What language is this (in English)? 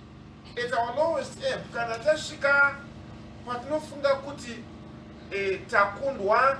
Shona